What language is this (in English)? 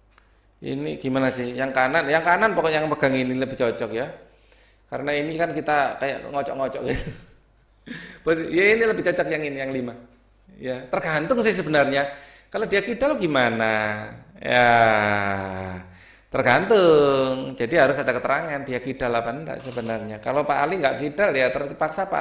Indonesian